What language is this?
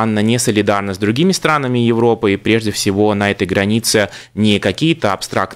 Russian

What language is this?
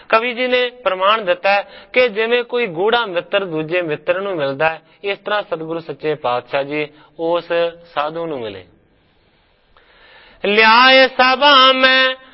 Punjabi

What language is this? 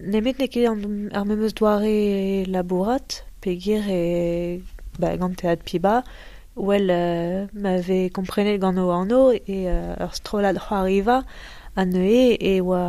Breton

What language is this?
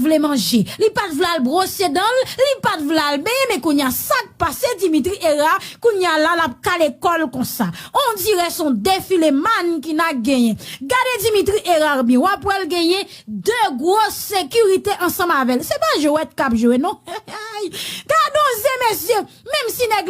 Haitian Creole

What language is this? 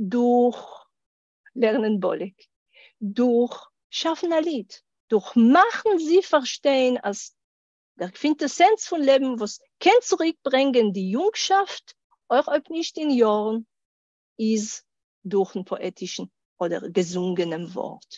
Yiddish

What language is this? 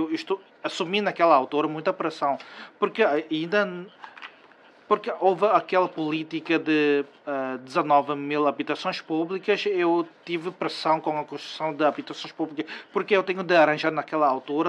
Portuguese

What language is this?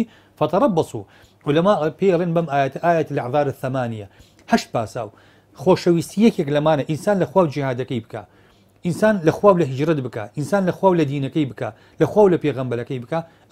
Central Kurdish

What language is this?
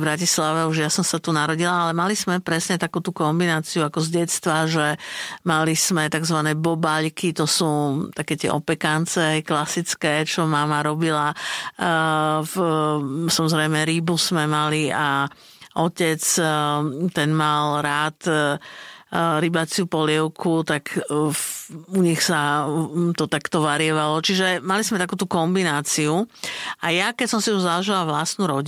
Slovak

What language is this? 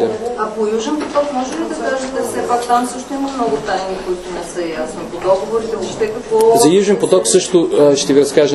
Bulgarian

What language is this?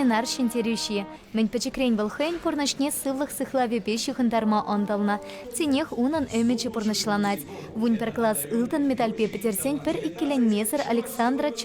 Chuvash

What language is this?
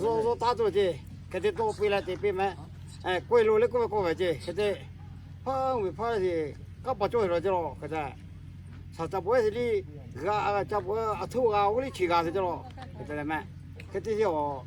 Lahu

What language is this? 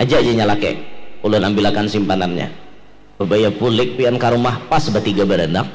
Banjar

